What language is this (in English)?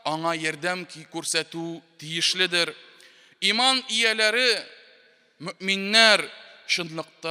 Tatar